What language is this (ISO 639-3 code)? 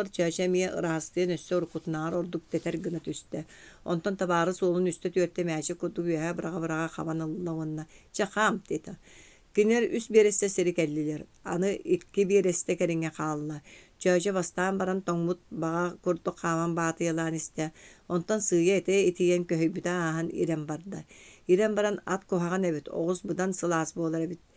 sah